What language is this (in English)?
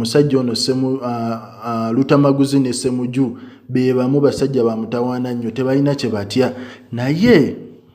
Ganda